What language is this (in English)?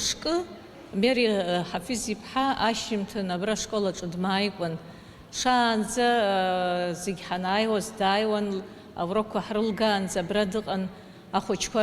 Abkhazian